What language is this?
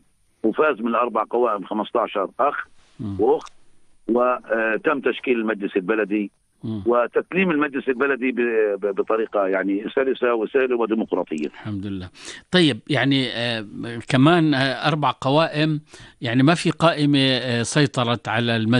North Levantine Arabic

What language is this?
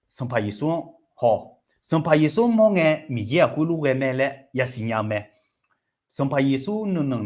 Akha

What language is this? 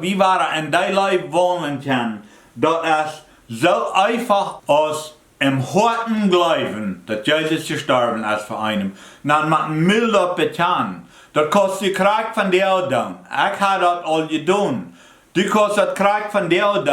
Plautdietsch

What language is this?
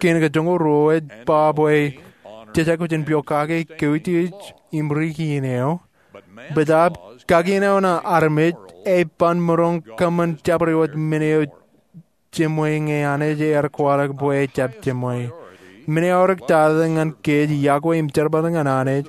Marshallese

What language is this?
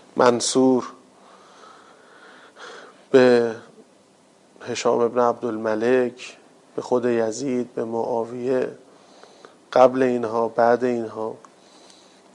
Persian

